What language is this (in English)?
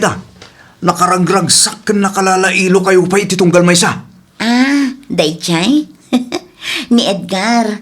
Iloko